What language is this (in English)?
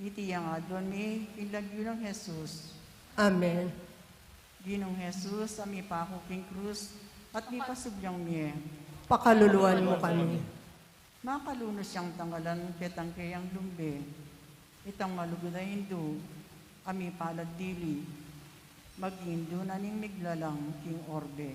Pampanga